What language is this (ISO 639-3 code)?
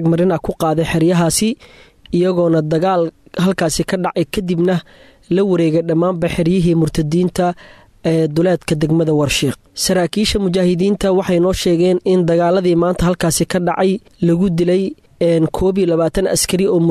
som